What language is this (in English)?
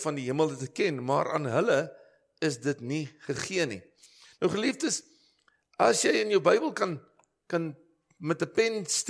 Afrikaans